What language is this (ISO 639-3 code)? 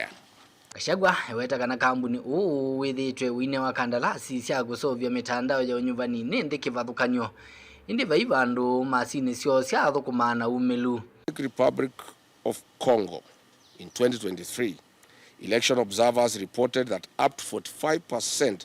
kam